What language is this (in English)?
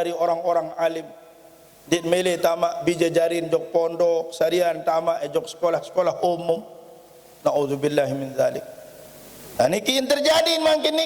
Sasak